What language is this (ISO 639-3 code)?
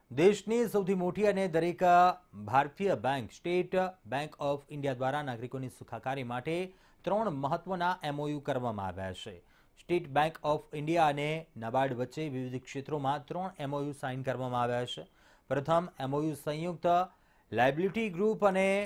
guj